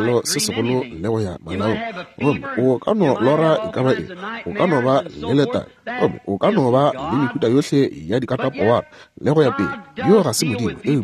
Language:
Northern Sotho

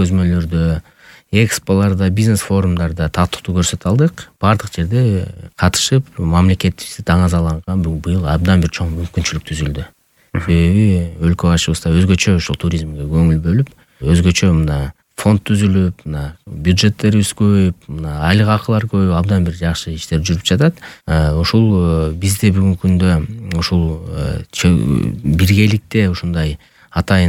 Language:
Kyrgyz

